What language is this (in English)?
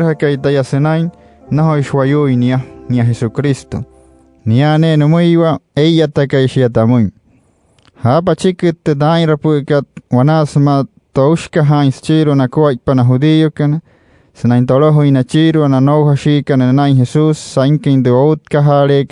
Wayuu